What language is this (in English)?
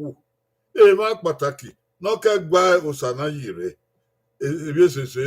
Bini